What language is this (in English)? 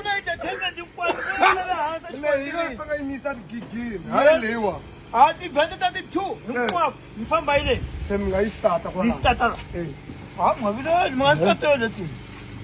Tsonga